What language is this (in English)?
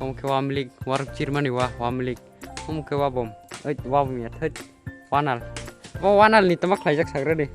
Kok Borok